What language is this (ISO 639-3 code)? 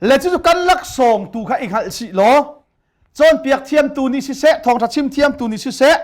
cnh